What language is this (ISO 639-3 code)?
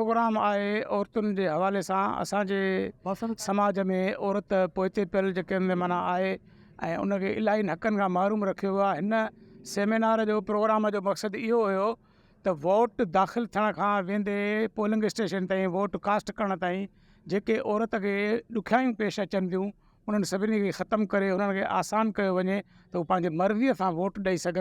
snd